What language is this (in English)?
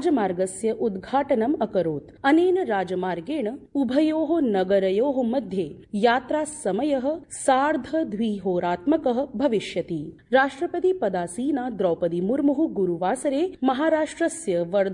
Sanskrit